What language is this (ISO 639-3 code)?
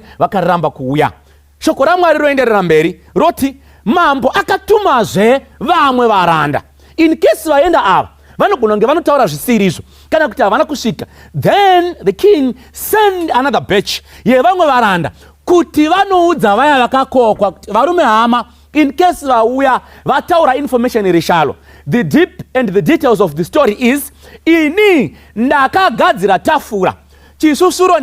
sna